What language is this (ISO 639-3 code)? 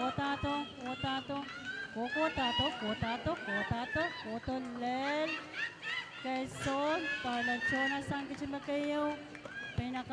pon